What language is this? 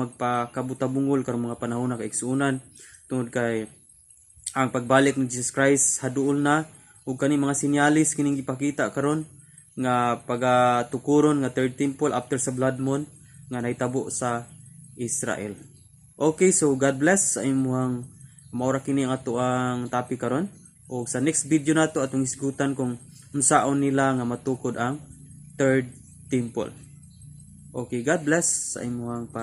Cebuano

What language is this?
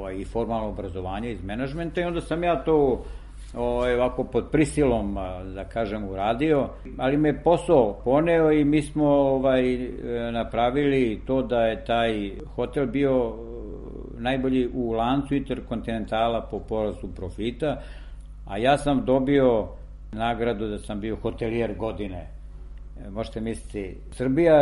Serbian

